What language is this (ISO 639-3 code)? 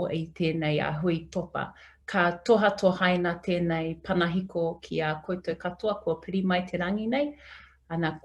mri